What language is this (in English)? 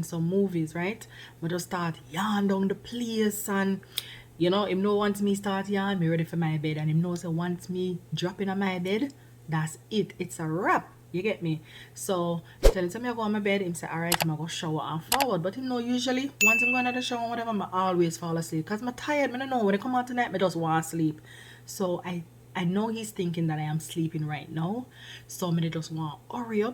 Jamaican Creole English